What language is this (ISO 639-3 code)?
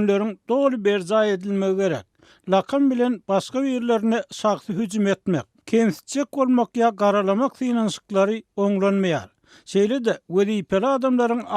tuk